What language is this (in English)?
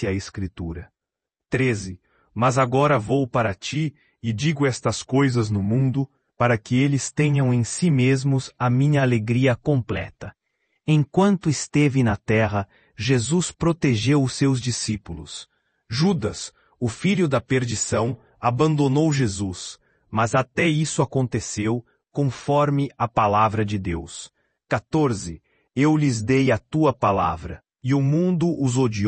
Portuguese